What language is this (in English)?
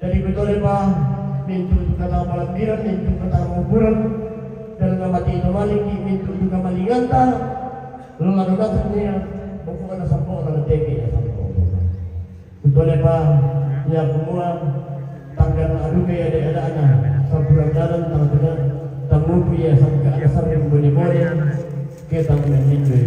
Toraja-Sa'dan